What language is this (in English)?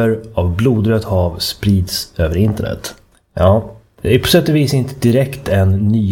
Swedish